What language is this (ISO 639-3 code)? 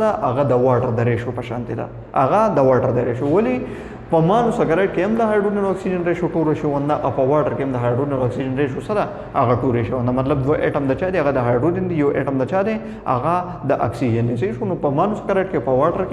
pus